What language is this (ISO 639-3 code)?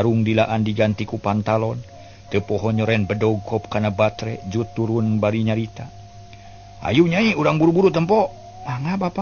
sun